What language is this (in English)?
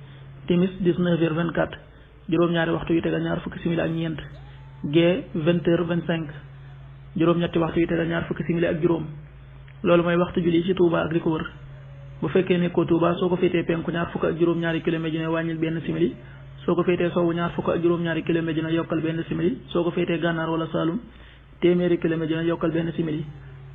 Wolof